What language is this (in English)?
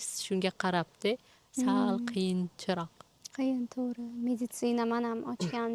Uzbek